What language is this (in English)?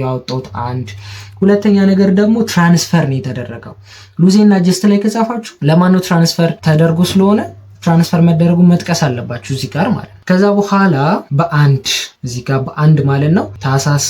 Amharic